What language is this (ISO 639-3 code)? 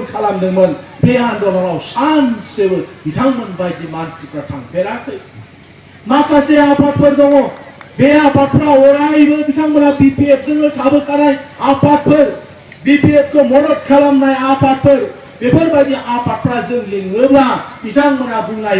brx